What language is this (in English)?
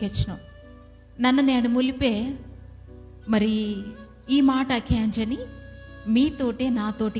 Koya